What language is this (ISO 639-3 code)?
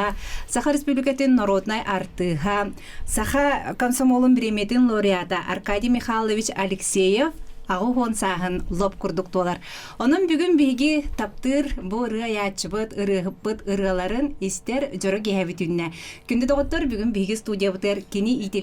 sah